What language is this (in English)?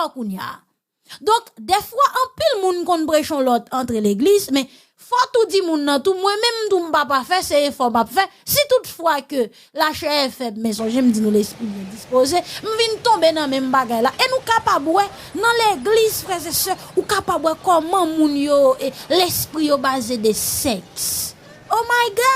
Haitian Creole